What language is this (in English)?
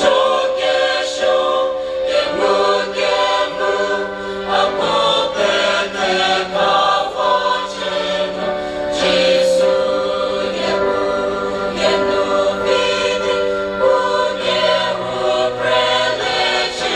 Chokri Naga